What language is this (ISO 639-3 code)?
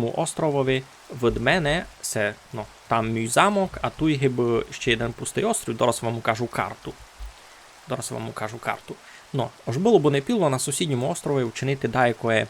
rue